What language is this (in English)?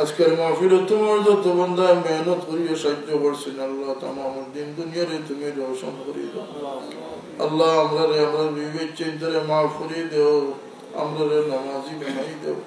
Sylheti